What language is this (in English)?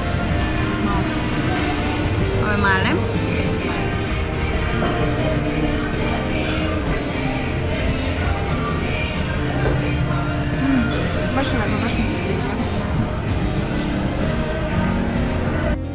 Serbian